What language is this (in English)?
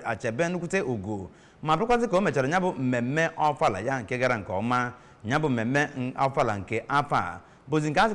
Igbo